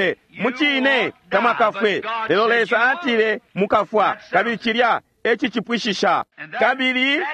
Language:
Bemba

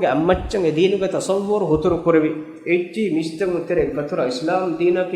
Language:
Divehi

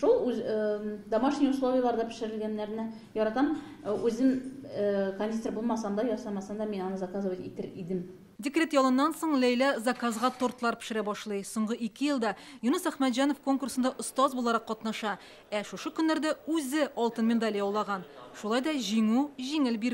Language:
Tatar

